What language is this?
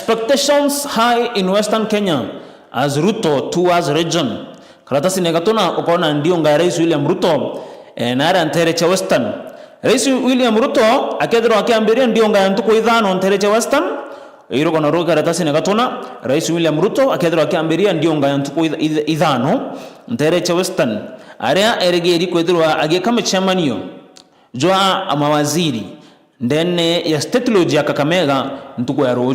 Meru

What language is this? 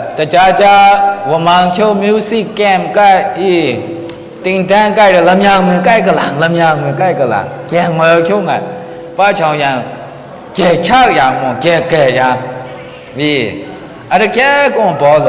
Maru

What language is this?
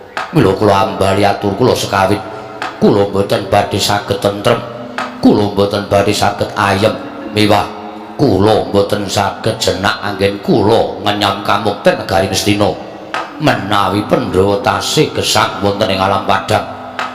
Javanese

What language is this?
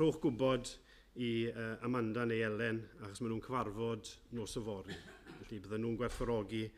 Welsh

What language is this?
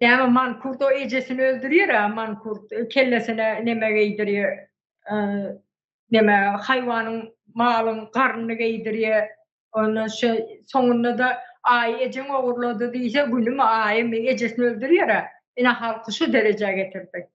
Turkmen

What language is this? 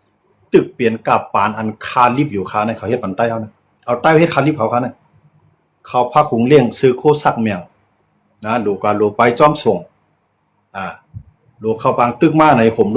Shan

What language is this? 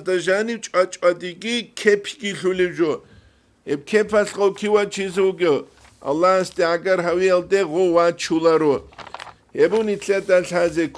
Avaric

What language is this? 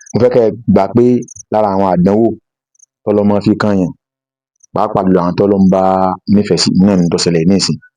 Yoruba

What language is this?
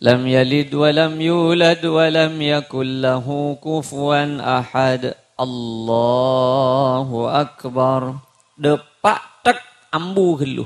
Madurese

